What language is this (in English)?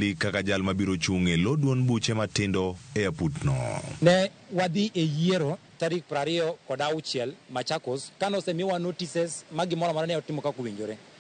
Luo (Kenya and Tanzania)